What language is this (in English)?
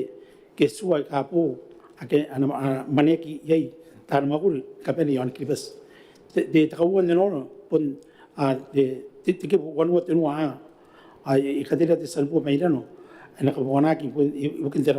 Gilbertese